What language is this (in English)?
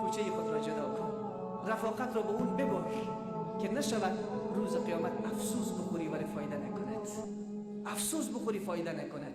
Persian